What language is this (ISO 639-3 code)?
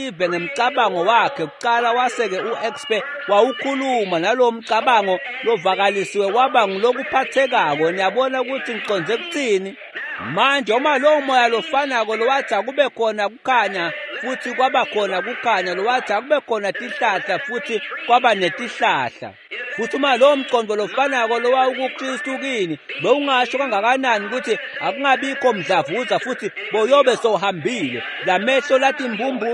ssw